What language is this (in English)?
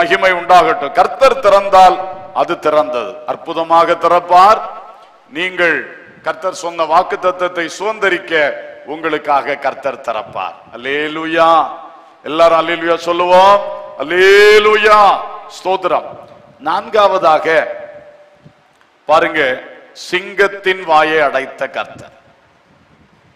Tamil